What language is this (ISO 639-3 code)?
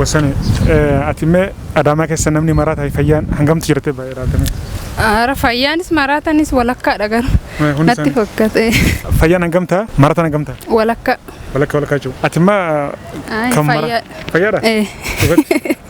orm